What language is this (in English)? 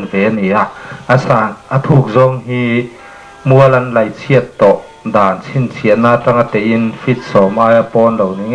Mizo